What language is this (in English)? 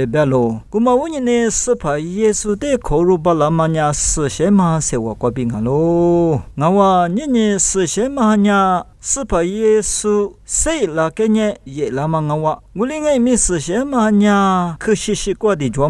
Lisu